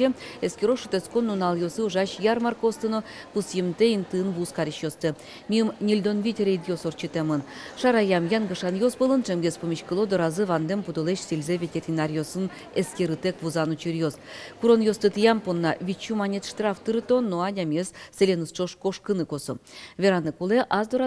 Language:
Udmurt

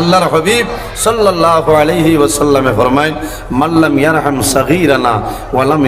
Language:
Sylheti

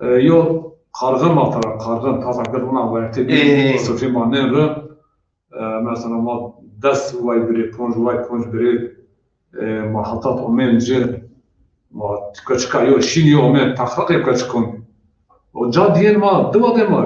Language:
Zaza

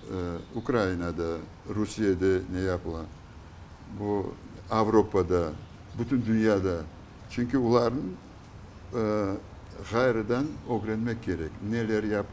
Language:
Crimean Tatar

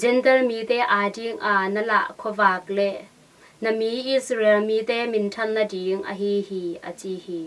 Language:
Tedim Chin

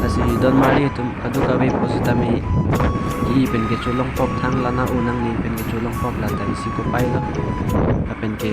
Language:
Karbi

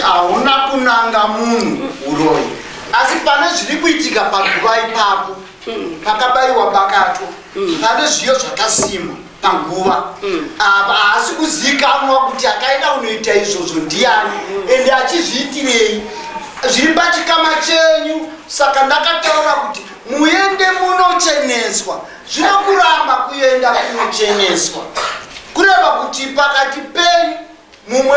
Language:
Shona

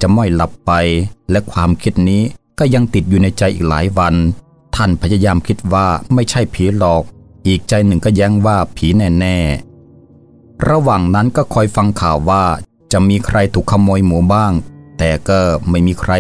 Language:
Thai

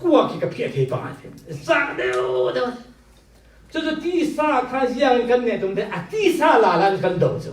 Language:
Falam Chin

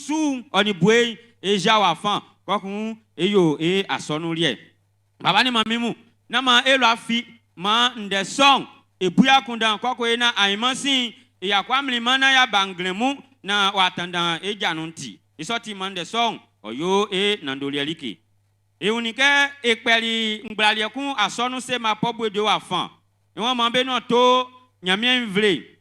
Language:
Baoulé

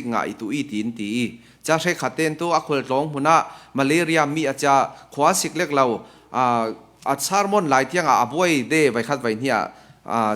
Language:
Falam Chin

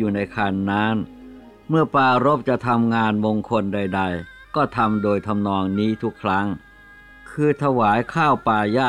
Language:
Thai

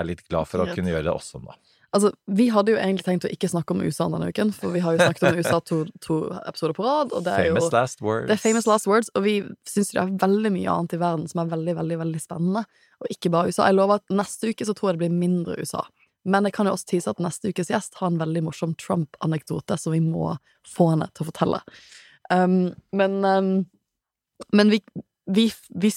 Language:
Norwegian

